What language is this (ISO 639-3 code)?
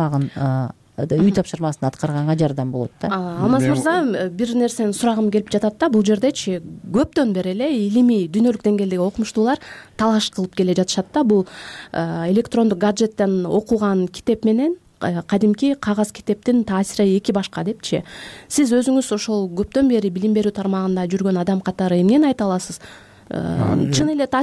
kir